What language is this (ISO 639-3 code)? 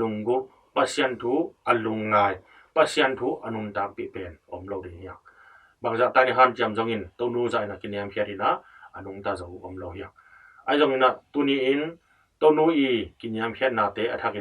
ctd